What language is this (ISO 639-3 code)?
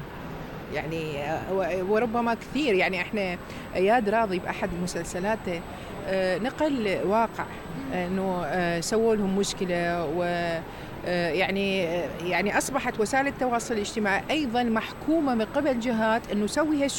acm